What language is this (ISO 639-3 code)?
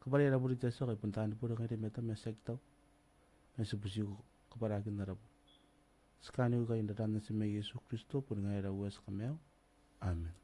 gil